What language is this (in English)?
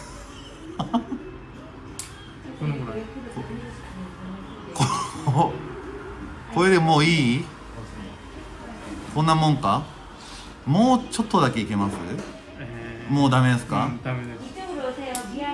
Japanese